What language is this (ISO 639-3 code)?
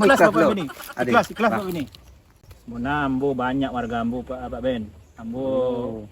min